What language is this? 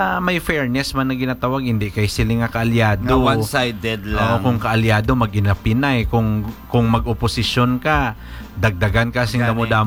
Hiligaynon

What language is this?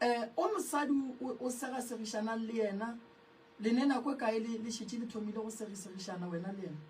Northern Sotho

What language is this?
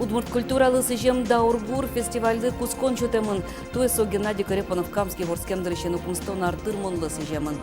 Udmurt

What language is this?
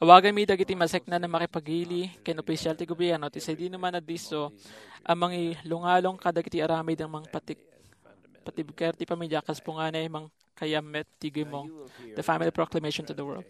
Iloko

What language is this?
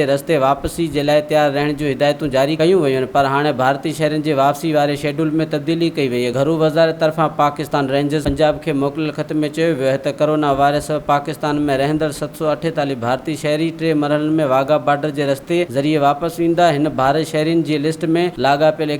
Sindhi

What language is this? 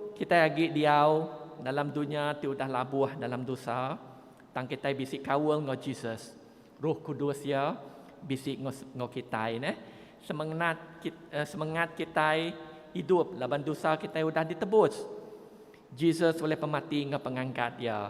Iban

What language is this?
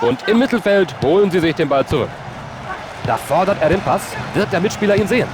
Bavarian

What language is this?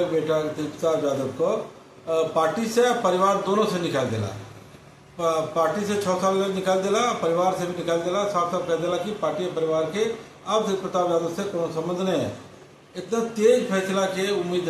Maithili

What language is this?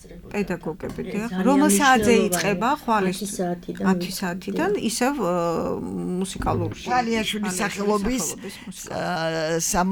Georgian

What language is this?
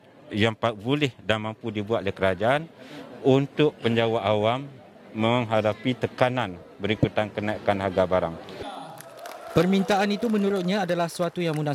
Malay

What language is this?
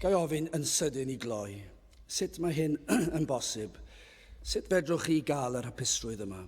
Welsh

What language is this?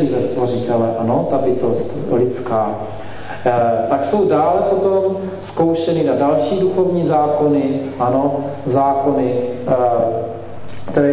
Czech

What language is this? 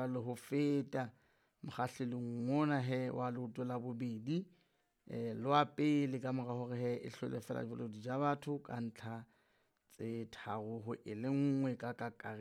Southern Sotho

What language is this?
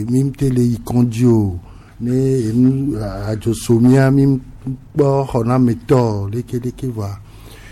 Gen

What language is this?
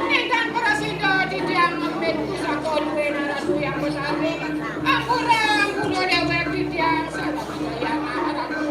Balinese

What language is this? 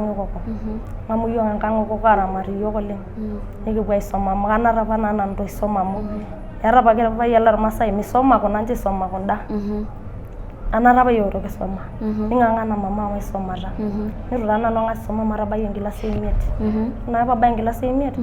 Masai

